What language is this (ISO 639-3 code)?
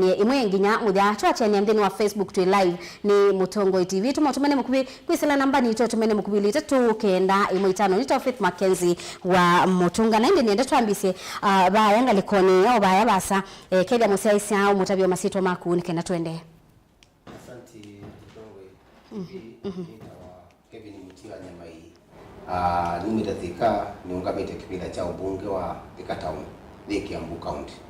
kam